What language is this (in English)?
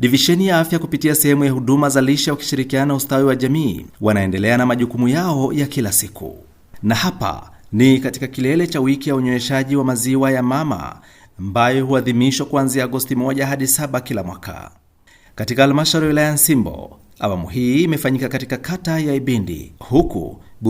Swahili